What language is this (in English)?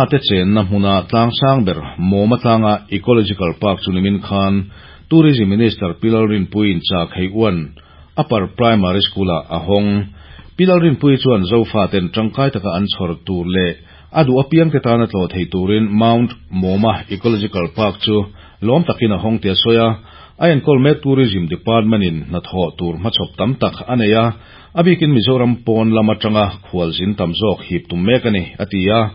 Mizo